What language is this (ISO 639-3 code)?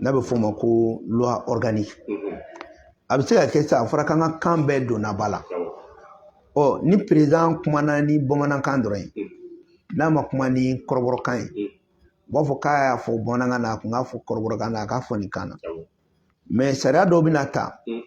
bam